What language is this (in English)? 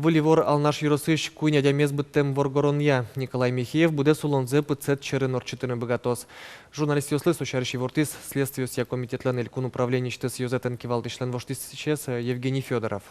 Udmurt